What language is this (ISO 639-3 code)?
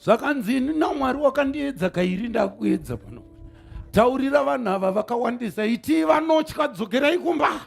sna